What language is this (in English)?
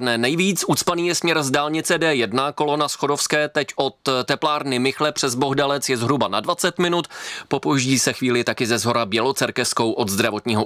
Czech